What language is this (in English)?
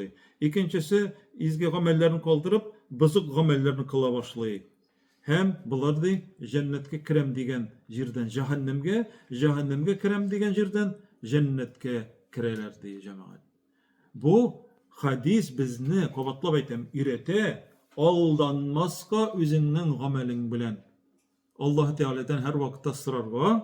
Tatar